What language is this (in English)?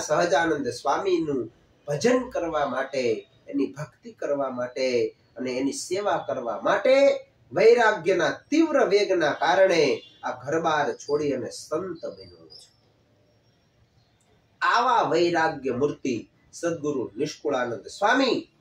Gujarati